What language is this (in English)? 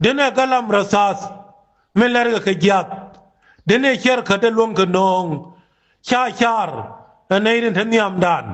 Nuer